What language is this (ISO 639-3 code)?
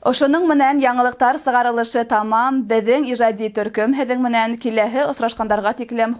bak